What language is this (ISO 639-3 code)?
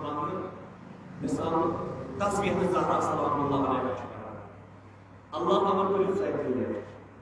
kas